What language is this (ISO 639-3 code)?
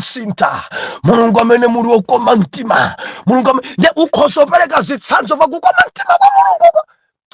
nya